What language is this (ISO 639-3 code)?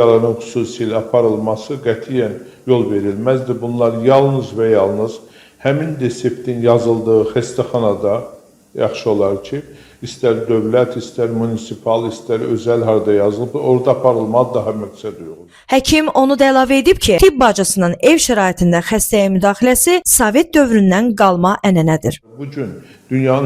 aze